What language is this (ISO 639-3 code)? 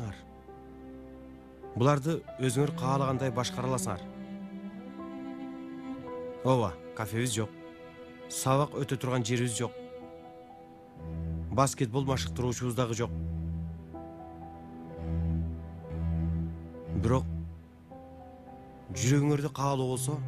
kir